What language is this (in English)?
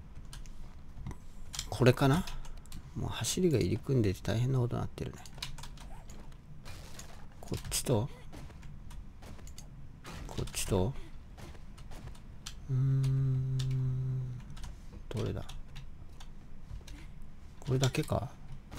Japanese